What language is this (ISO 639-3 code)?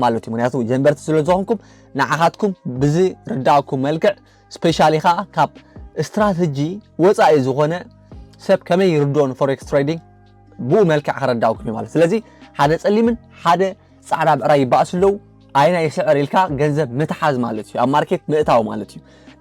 tir